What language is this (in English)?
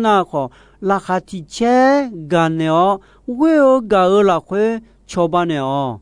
Akha